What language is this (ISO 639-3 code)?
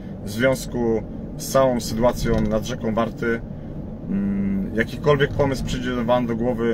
pol